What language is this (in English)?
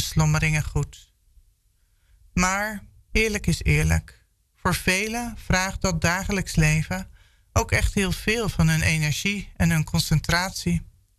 Dutch